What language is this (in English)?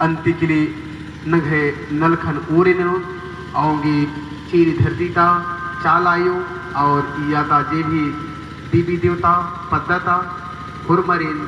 Kurukh